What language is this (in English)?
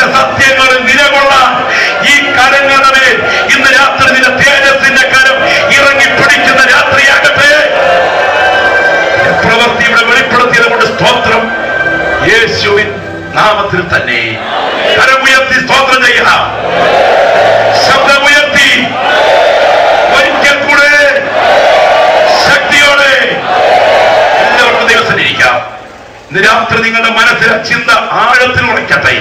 Malayalam